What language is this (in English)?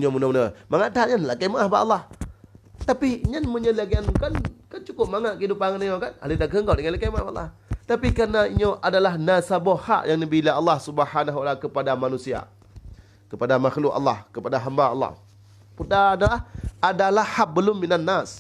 Achinese